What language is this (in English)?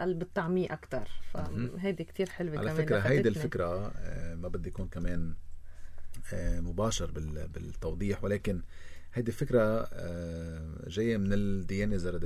North Levantine Arabic